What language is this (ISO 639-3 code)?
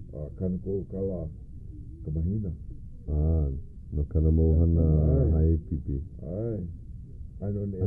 haw